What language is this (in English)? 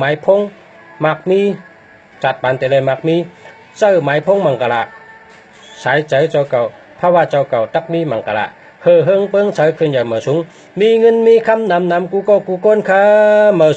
Shan